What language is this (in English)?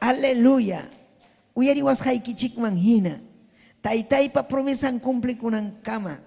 Ayacucho Quechua